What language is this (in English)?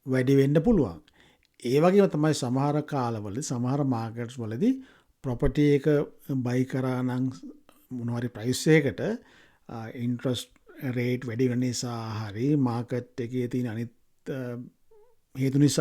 Sinhala